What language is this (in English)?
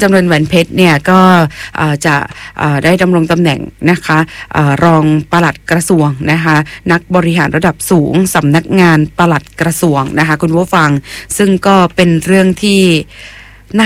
Thai